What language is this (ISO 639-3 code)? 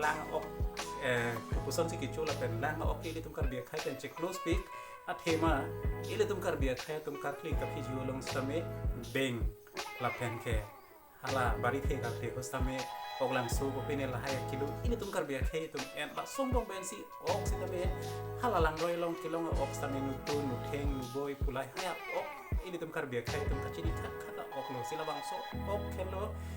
mjw